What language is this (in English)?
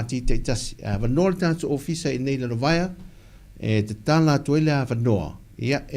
Samoan